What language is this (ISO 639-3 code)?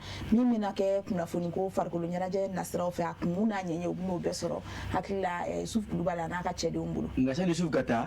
bam